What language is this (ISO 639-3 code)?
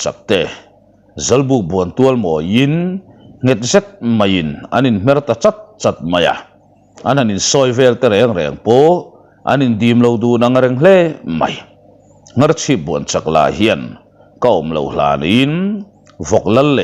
lus